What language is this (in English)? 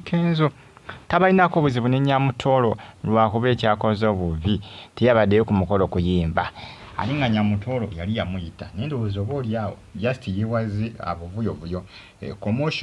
Ganda